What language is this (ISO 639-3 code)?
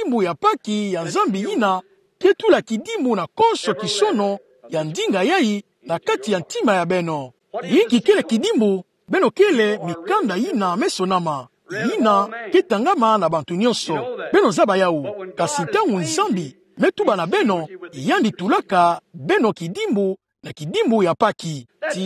ktu